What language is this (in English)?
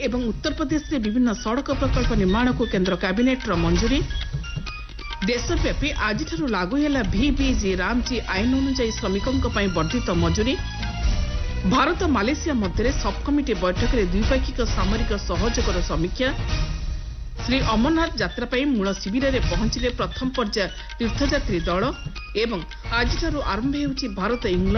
Odia